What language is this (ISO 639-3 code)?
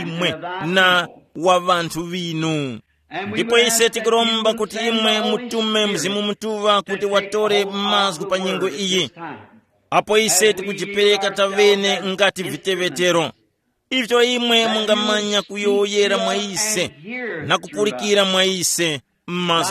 tum